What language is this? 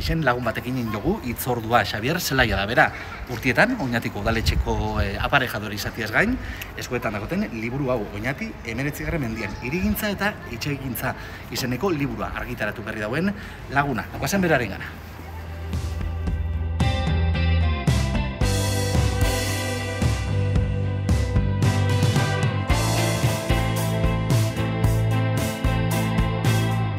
Basque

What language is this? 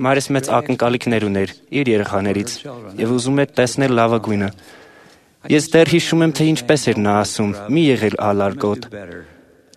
Armenian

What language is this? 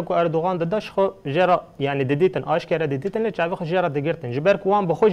Kurdish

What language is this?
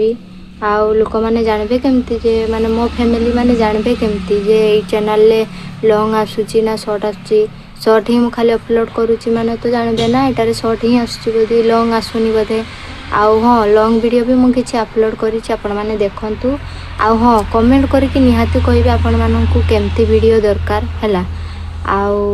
Odia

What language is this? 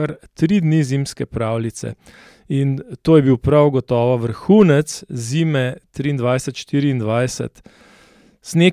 Slovenian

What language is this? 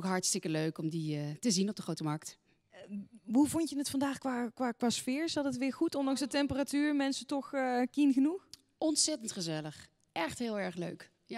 Dutch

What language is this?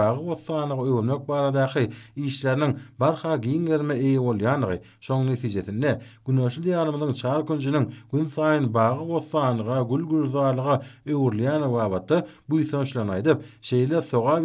Turkmen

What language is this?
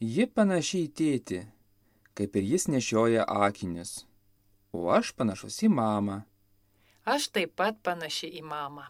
Lithuanian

